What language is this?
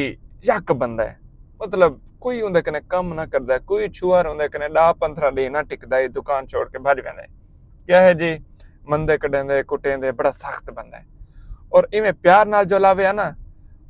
Saraiki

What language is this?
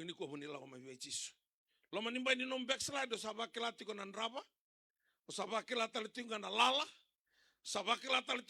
Fijian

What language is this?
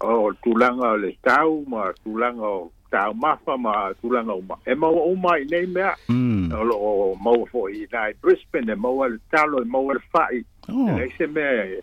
Samoan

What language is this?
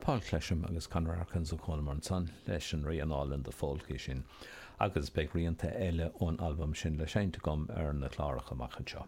Irish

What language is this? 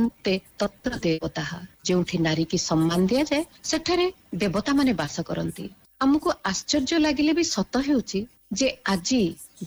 Odia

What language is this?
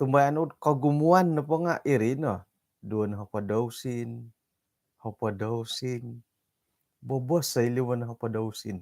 Central Dusun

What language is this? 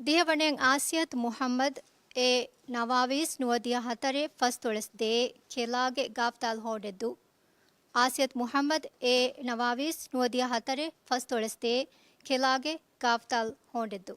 Divehi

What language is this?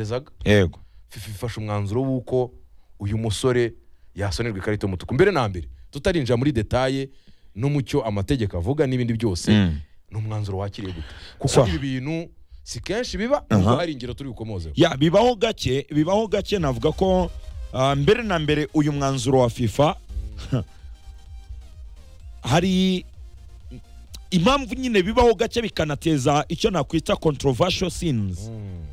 Kinyarwanda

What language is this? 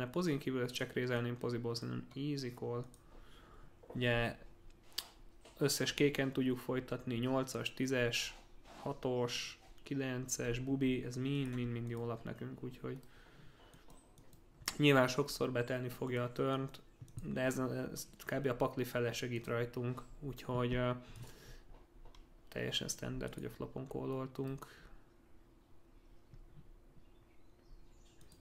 Hungarian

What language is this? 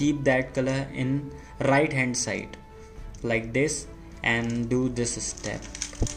English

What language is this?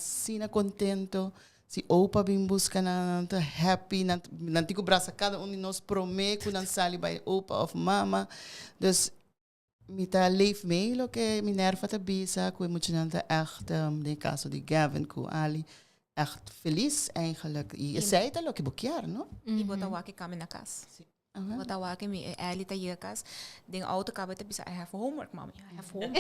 Papiamento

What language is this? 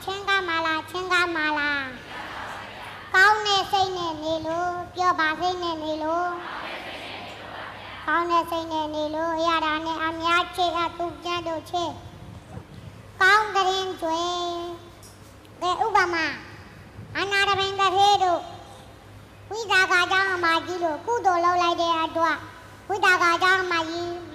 Burmese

